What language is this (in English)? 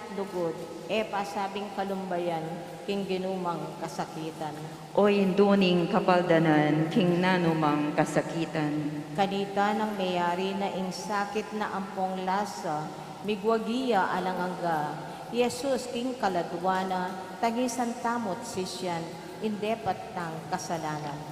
Pampanga